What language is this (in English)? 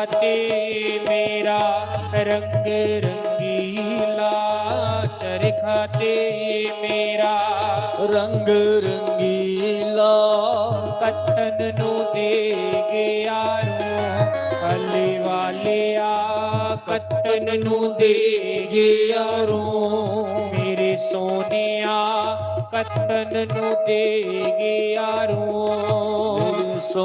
Dogri